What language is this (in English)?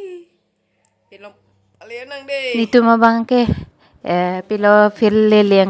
Karbi